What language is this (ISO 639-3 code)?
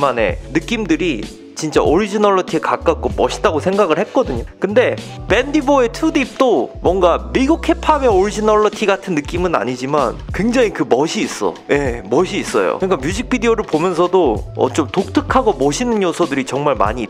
kor